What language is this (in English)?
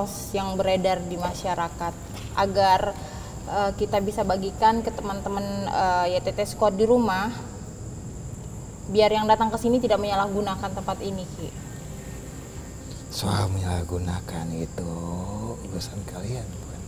Indonesian